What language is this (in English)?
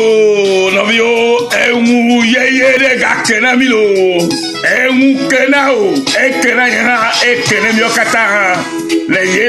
Ewe